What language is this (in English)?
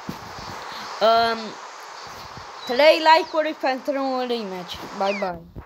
Romanian